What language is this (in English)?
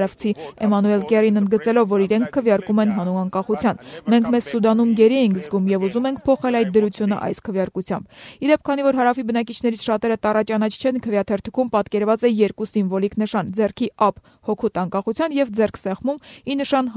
Armenian